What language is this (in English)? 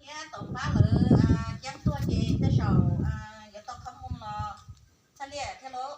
Hmong